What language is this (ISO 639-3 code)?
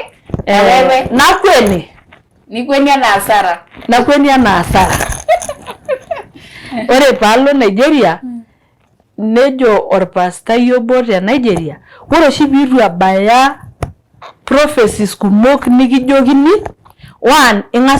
mas